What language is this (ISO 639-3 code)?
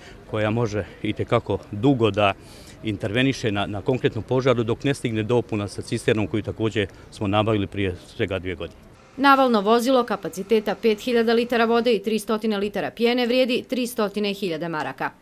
bos